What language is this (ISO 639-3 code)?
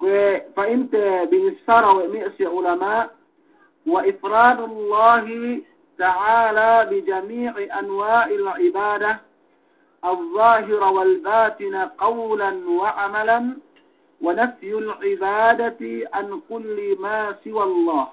yka